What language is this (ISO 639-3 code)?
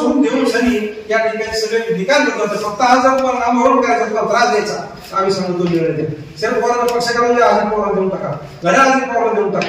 mar